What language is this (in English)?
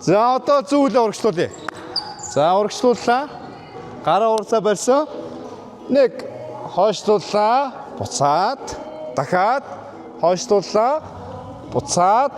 Mongolian